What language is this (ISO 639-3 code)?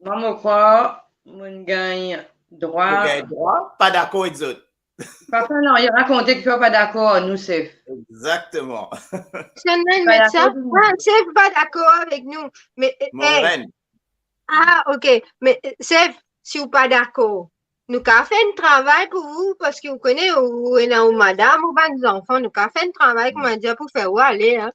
mfe